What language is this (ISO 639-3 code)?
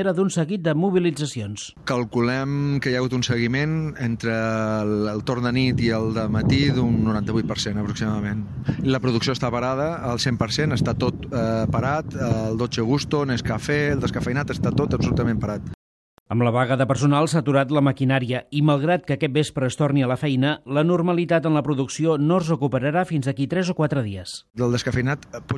cat